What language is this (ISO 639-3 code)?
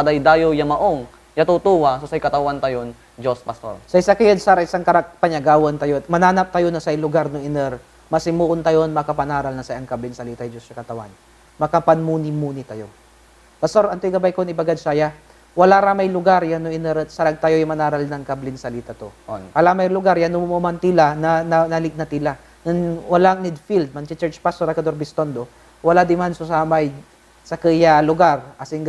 pag